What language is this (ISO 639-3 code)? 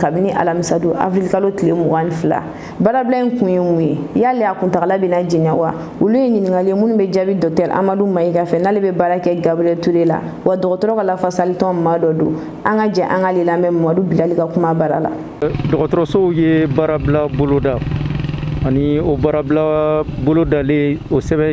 bam